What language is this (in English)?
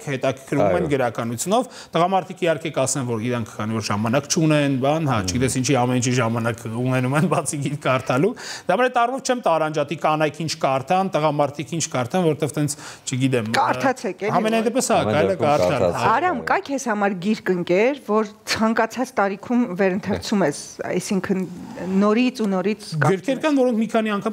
Armenian